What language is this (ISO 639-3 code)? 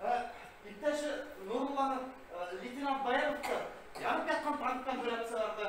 bak